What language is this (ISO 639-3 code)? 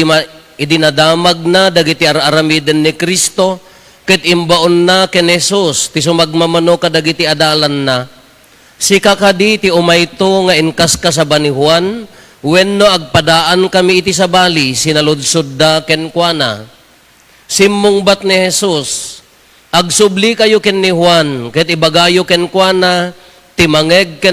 ilo